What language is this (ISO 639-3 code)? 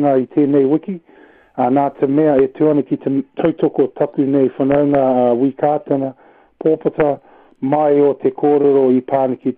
mri